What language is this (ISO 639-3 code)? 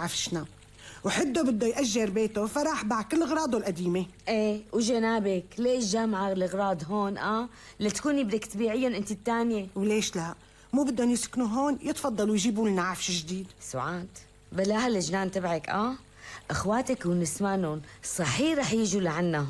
apc